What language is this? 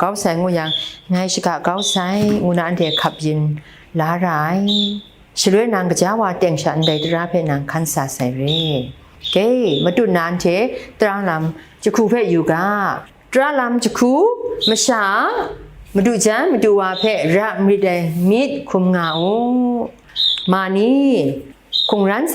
Kachin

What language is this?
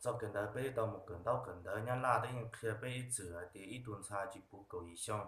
Hmong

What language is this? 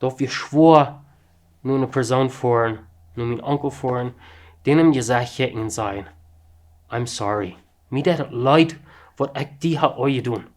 Plautdietsch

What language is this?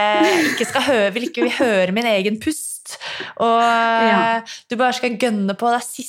Norwegian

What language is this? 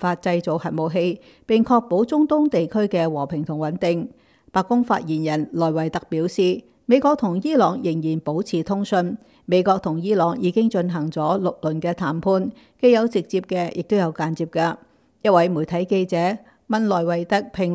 Cantonese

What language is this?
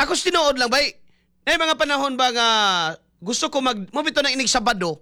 Cebuano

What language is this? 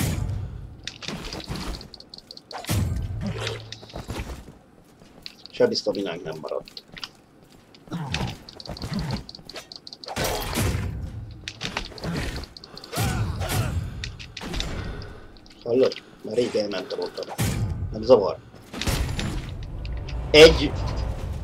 Hungarian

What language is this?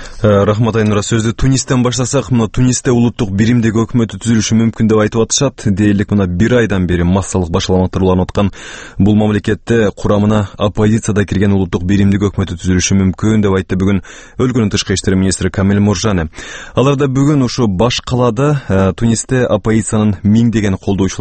Kyrgyz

